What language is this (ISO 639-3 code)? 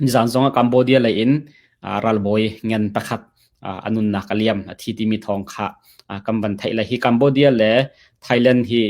cnh